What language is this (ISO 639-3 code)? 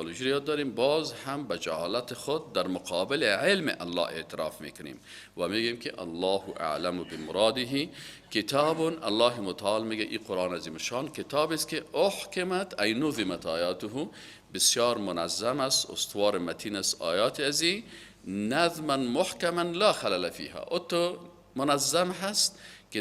fas